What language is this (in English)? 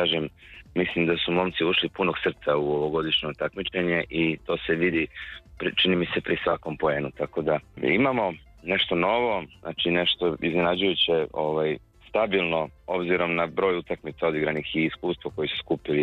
Serbian